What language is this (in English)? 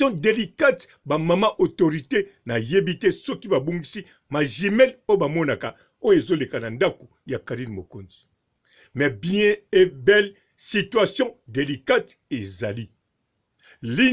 Lingala